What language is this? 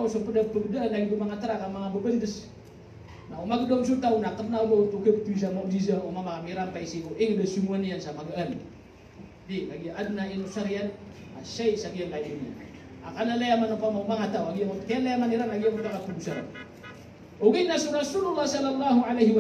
Maranao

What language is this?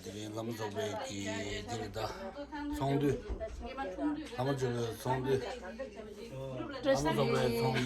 Tibetan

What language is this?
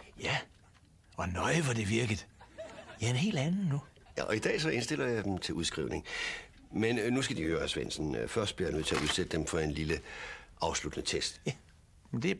Danish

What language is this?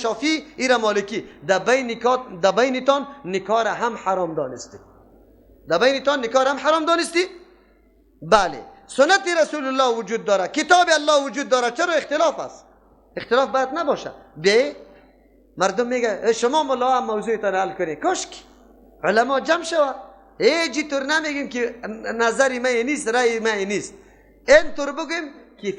Persian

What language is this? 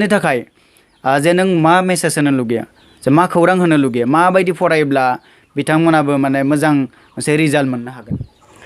Bodo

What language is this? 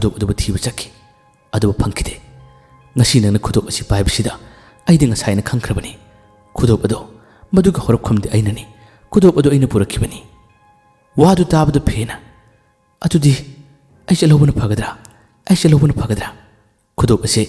Manipuri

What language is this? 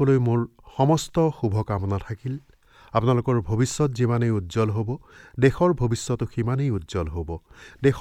Assamese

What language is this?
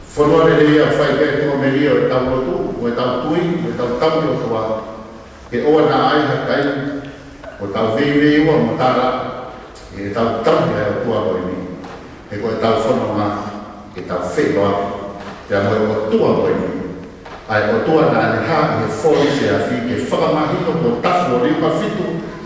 Tongan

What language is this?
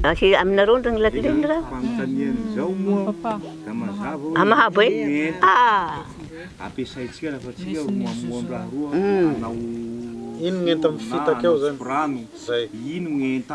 Malagasy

